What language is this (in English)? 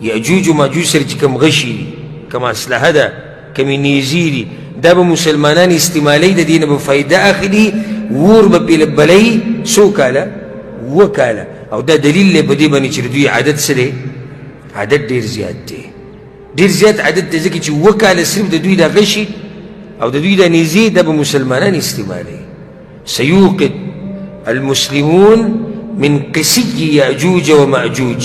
Pashto